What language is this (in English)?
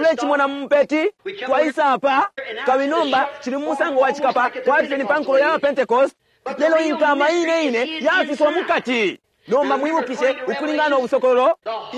Bemba